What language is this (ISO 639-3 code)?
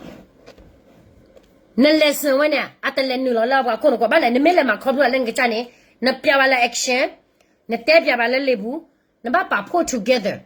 ksw